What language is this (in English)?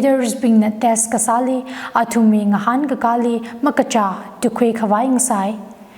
Tangkhul Naga (India)